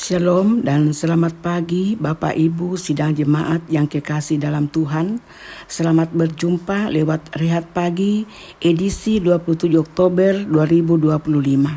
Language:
Toraja-Sa'dan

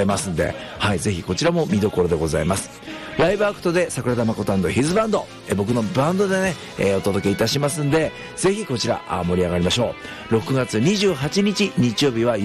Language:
Japanese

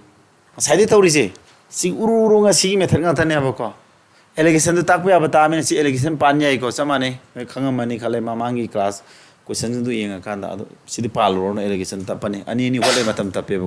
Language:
Manipuri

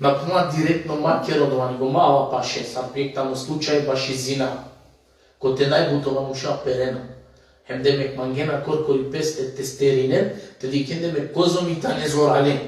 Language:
Balkan Romani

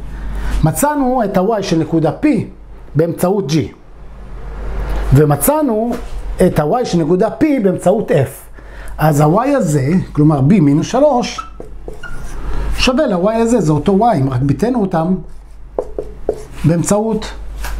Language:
Hebrew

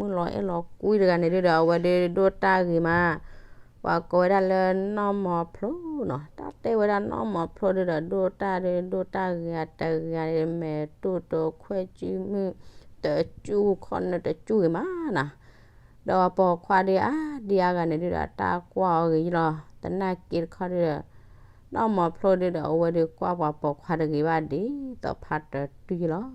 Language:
S'gaw Karen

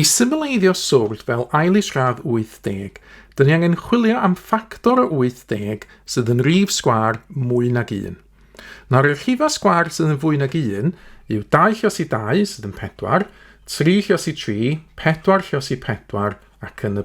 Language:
Welsh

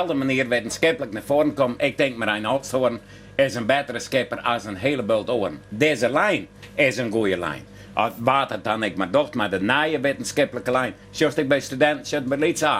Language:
Western Frisian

